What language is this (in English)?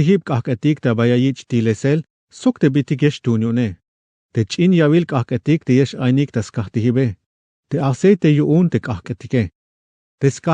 Tzeltal